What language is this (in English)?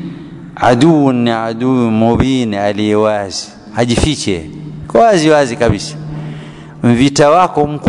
Swahili